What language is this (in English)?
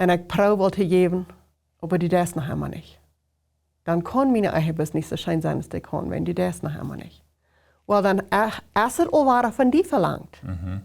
Plautdietsch